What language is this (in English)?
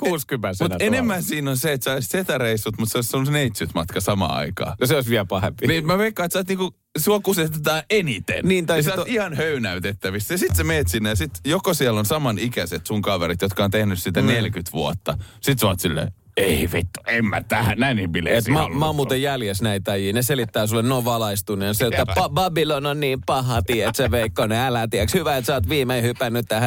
Finnish